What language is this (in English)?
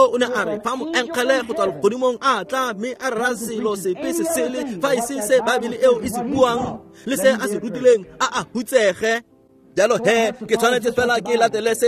Tswana